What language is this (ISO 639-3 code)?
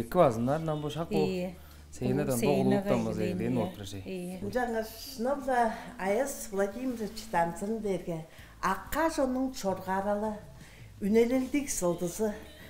tyv